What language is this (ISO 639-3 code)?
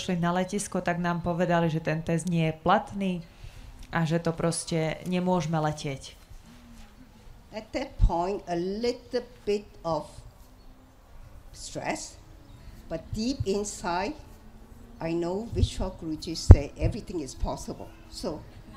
slk